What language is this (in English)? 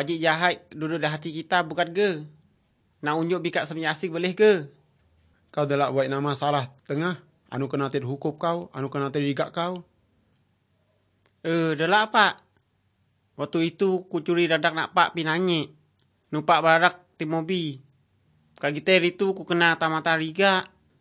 Malay